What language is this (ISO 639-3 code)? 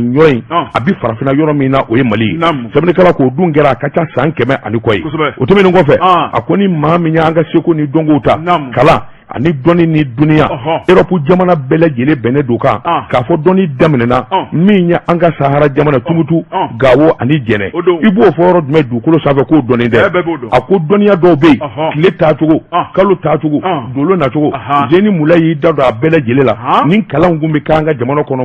bam